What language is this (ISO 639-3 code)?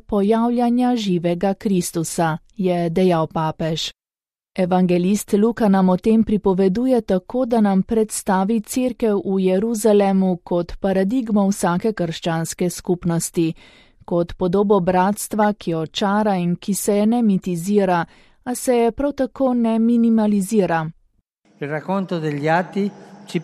slv